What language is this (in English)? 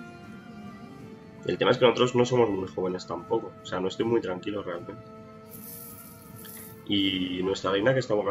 Spanish